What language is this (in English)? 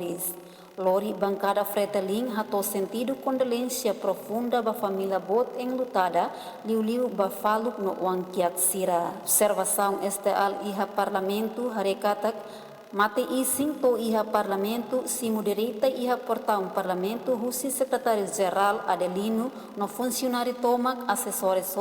Tetum